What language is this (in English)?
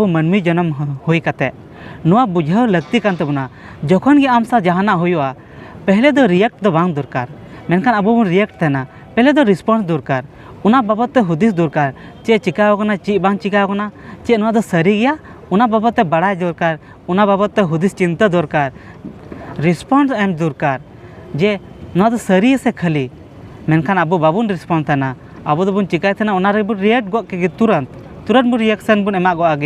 Santali